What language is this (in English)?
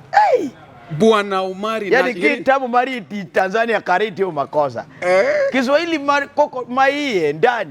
Luo (Kenya and Tanzania)